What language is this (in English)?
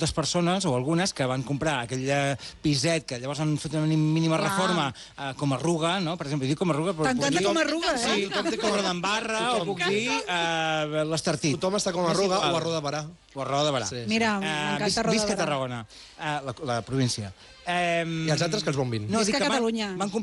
Catalan